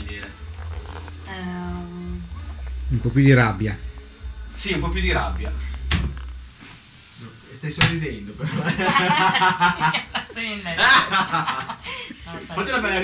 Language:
Italian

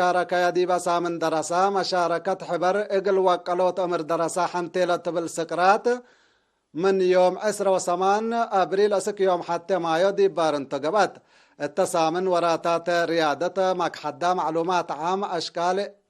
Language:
Tigre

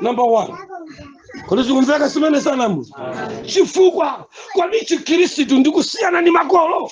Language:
Nyanja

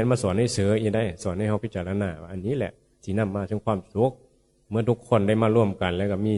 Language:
Northeastern Thai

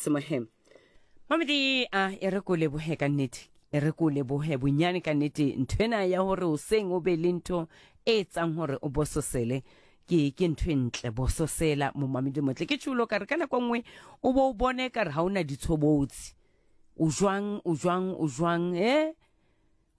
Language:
Southern Sotho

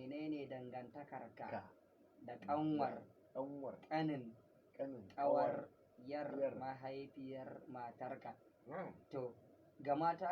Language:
Hausa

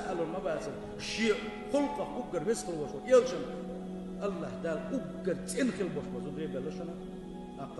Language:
Chechen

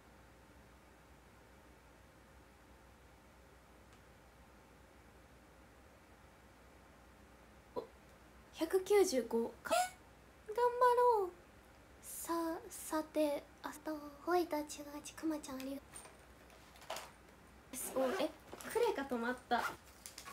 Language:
Japanese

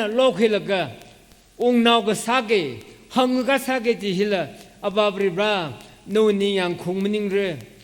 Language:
Tangkhul Naga (India)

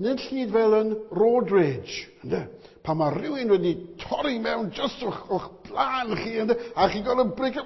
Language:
Welsh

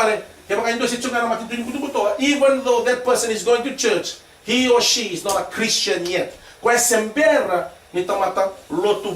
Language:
Fijian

